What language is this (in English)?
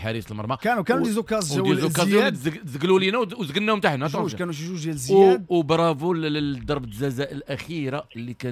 Moroccan Arabic